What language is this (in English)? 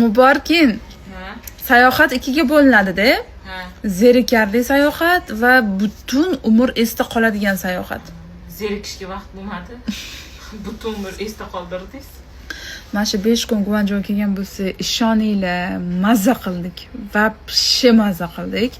Uzbek